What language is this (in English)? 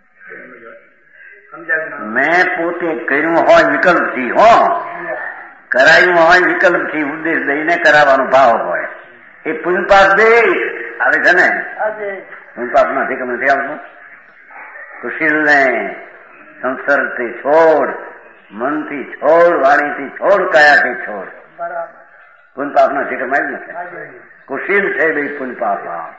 Gujarati